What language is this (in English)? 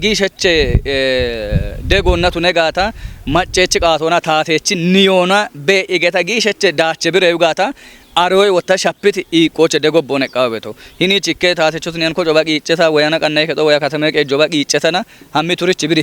Kafa